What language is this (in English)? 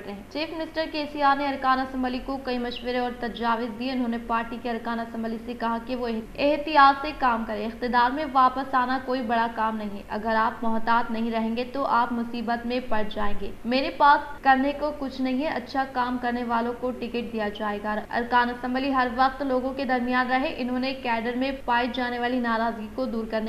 Urdu